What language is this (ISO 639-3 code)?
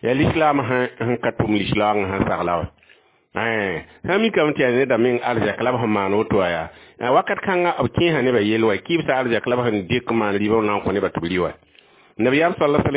mos